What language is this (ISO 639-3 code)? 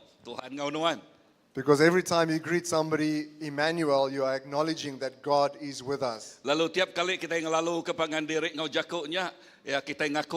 iba